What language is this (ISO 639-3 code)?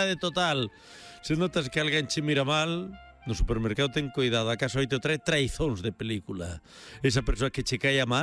glg